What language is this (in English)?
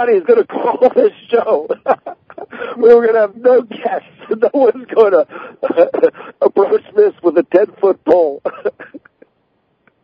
English